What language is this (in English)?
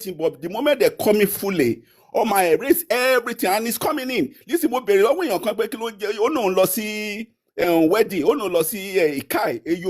Yoruba